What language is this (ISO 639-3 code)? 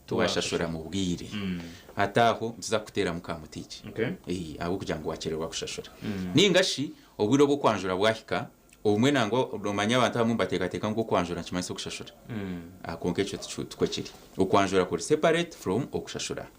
nyn